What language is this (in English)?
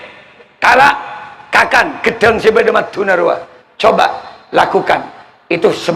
Madurese